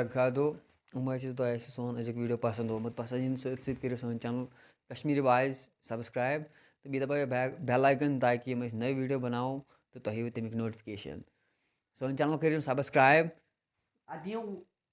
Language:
Kashmiri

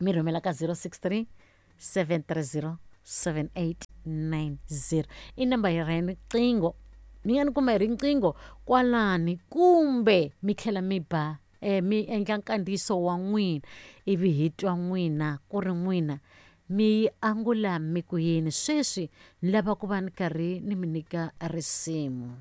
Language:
Tsonga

